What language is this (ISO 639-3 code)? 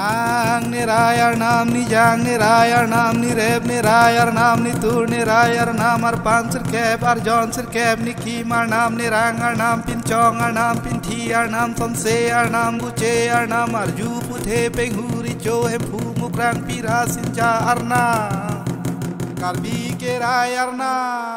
mjw